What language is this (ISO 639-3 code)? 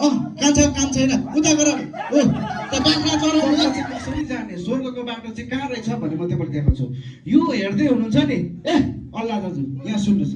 nep